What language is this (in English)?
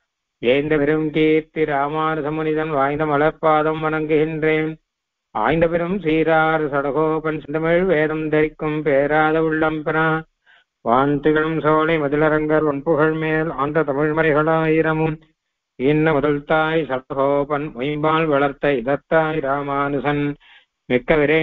Tamil